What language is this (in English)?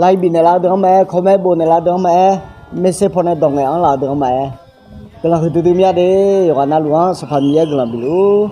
Akha